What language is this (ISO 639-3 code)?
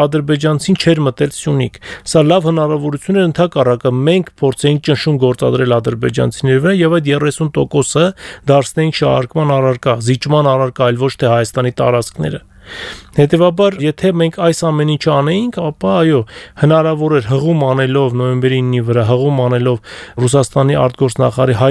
hye